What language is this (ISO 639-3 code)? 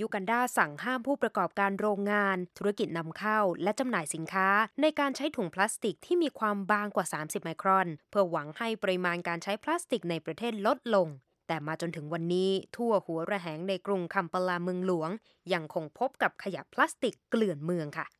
tha